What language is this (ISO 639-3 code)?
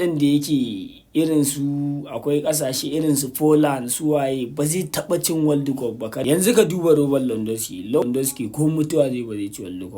hau